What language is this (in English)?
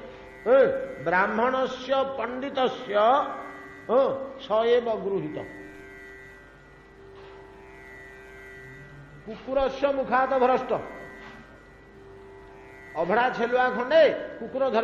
Odia